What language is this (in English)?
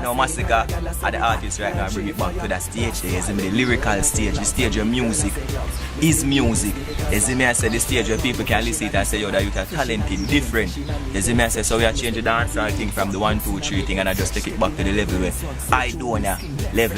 Jamaican Creole English